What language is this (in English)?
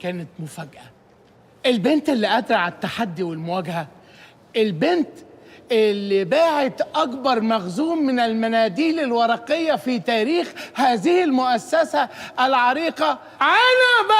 Egyptian Arabic